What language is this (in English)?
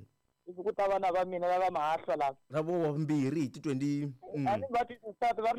Tsonga